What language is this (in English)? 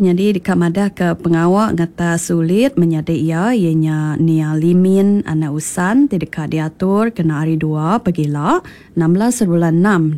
Iban